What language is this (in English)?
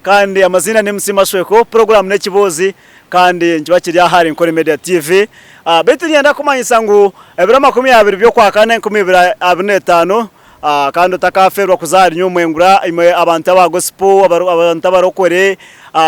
Nyankole